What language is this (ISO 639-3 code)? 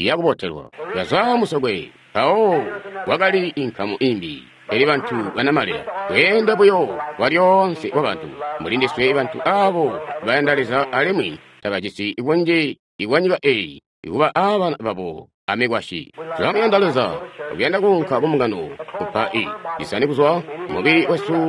toi